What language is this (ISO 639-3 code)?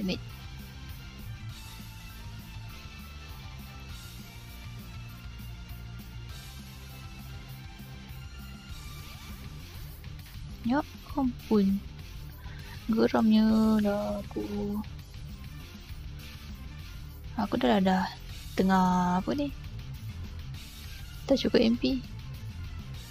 msa